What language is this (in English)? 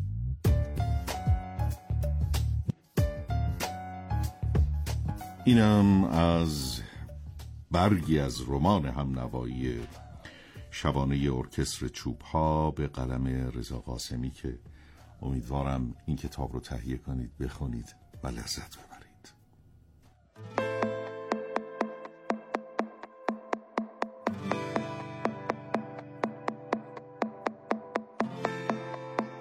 Persian